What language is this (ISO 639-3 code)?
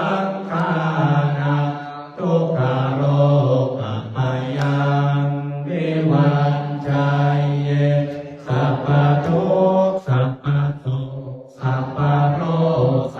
pli